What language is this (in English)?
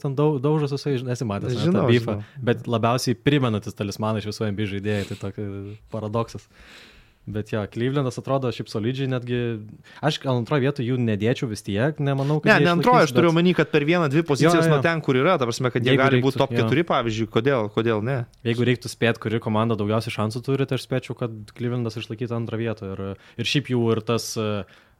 Lithuanian